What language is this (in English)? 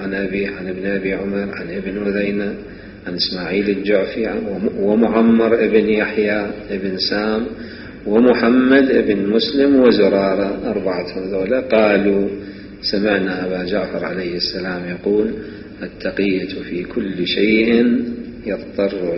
Mesopotamian Arabic